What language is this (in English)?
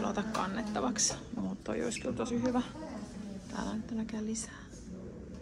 Finnish